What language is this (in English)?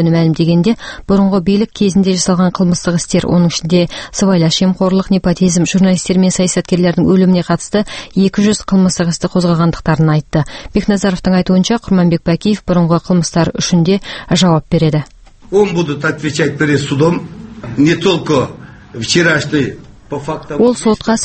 Kazakh